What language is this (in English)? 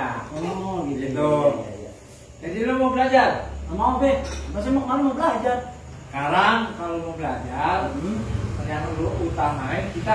Betawi